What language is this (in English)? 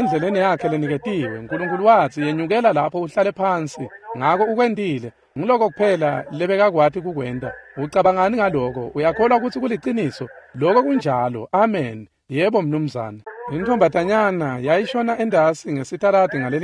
Swati